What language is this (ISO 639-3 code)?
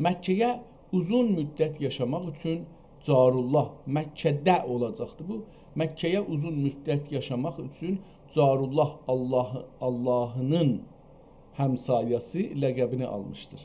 azb